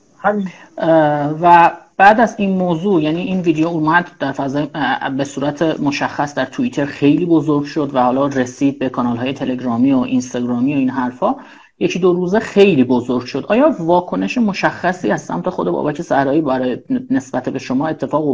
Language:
Persian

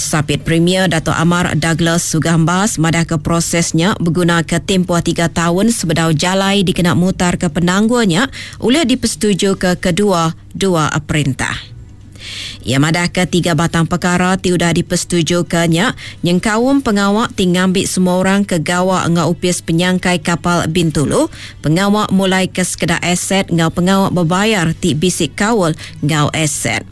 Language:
Iban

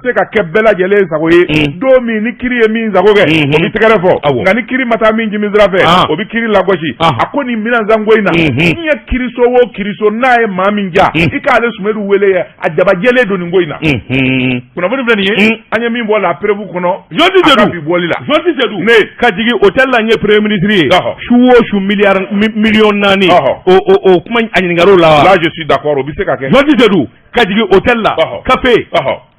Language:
Bambara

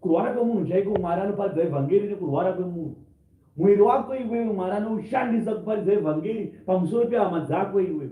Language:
Shona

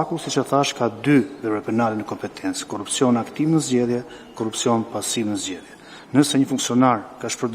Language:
Albanian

